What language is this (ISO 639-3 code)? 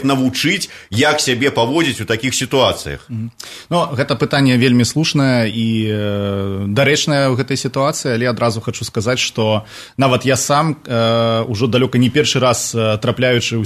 bel